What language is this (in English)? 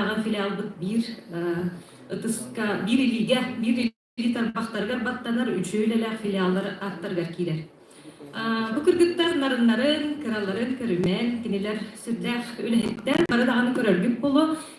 Yakut